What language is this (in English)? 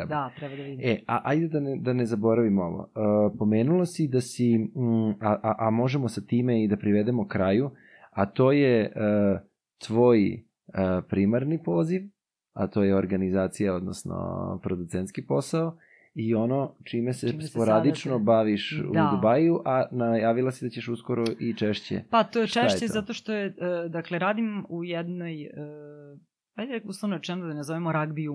Serbian